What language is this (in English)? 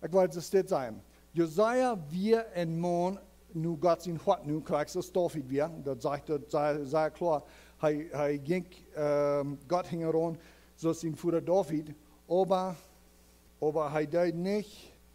Plautdietsch